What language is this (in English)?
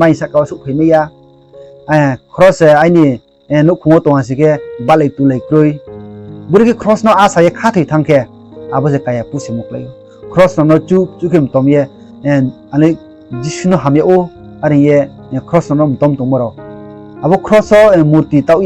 Riang (India)